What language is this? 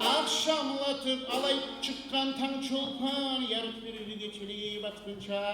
Kumyk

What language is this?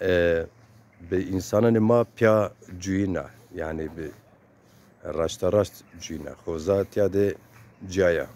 Zaza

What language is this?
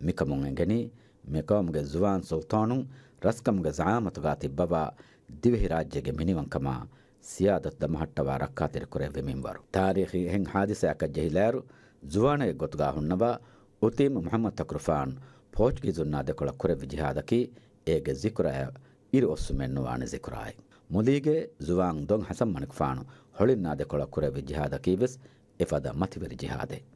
Divehi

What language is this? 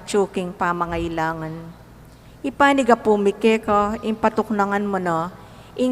Pampanga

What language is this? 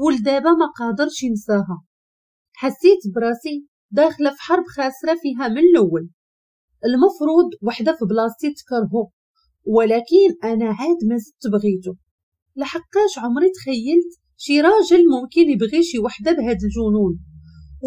Moroccan Arabic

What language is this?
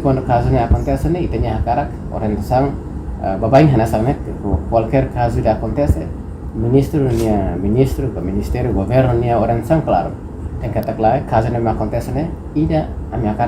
Tetum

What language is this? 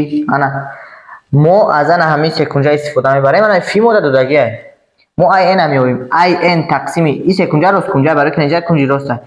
Tajik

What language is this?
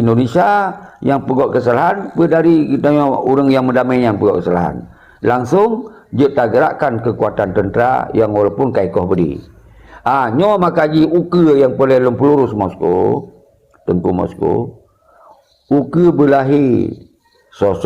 Achinese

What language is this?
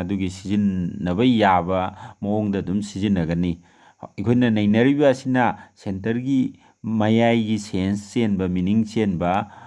Manipuri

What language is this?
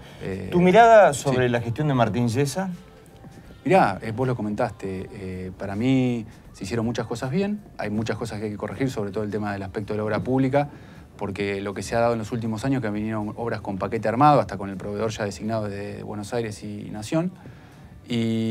Spanish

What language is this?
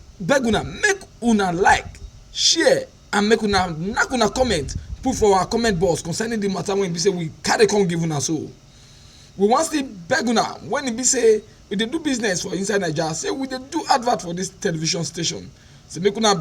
Nigerian Pidgin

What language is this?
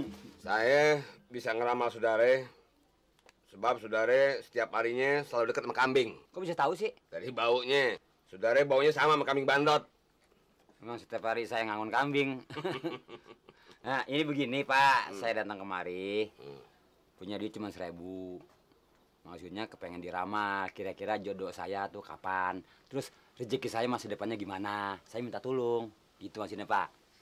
Indonesian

